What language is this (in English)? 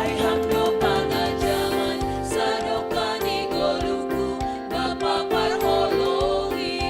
Batak Simalungun